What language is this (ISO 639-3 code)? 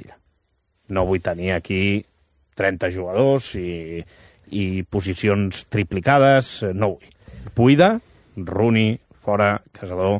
cat